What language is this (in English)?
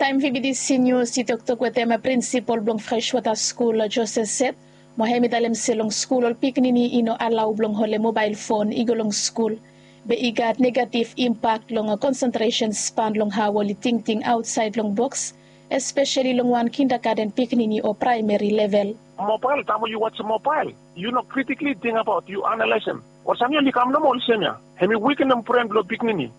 Bislama